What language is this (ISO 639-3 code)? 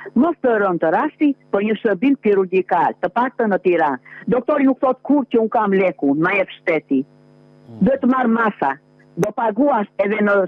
sqi